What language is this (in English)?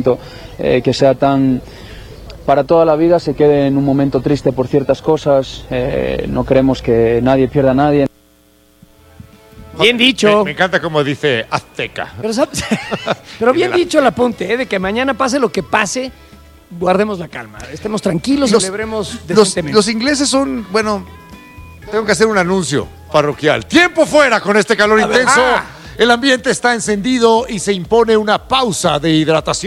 Spanish